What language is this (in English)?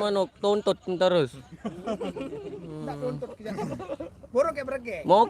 Sasak